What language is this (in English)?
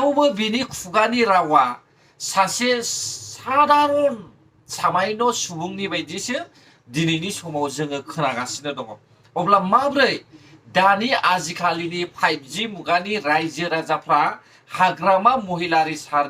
Bodo